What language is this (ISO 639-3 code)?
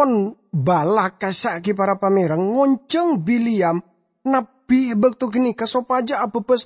mad